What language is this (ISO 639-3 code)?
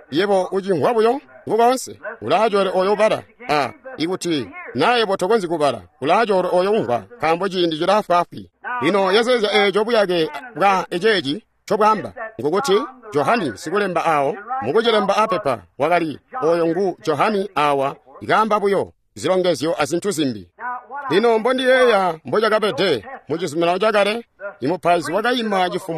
toi